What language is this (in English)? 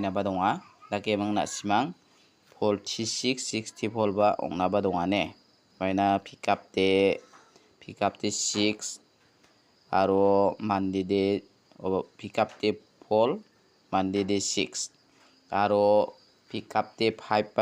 Garo